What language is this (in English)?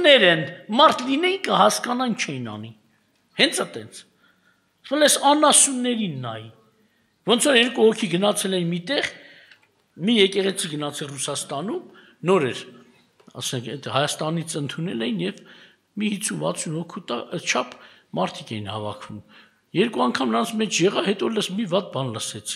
Armenian